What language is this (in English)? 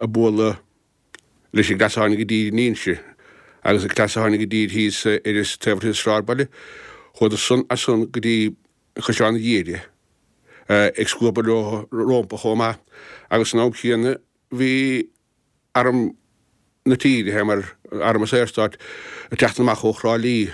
Irish